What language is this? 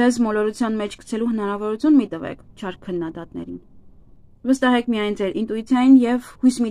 Armenian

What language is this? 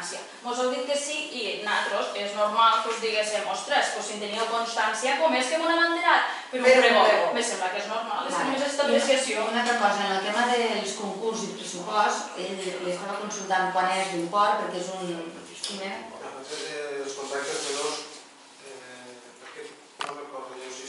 Catalan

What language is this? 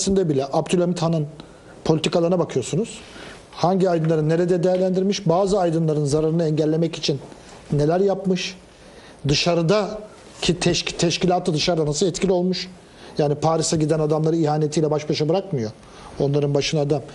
Turkish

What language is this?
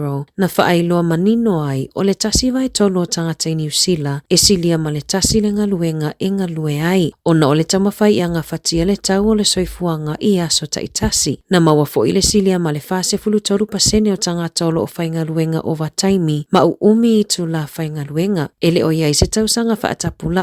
Samoan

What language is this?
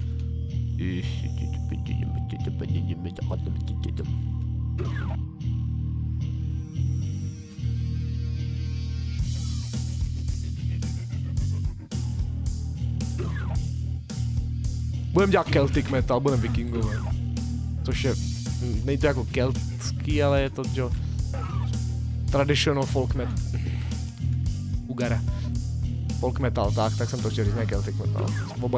Czech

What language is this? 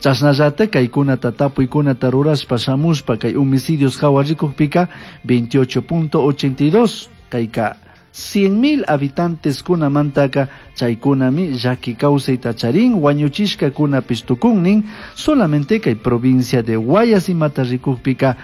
Chimborazo Highland Quichua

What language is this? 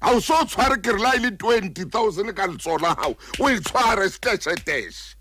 Southern Sotho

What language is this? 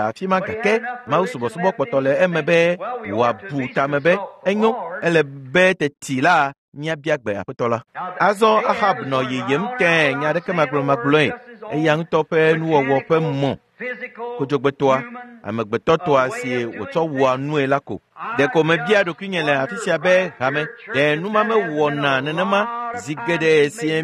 Ewe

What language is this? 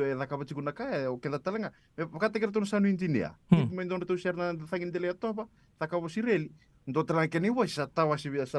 Fijian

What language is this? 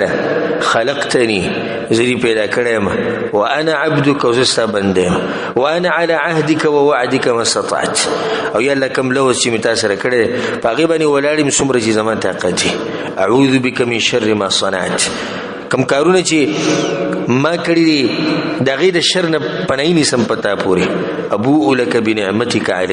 Pashto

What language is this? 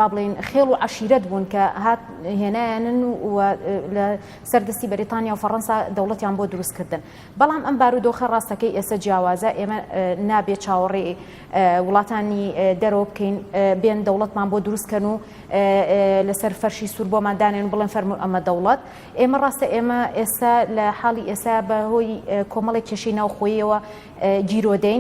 Central Kurdish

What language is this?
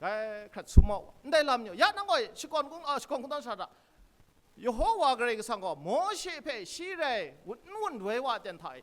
Kachin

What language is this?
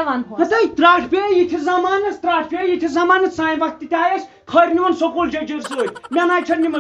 Kashmiri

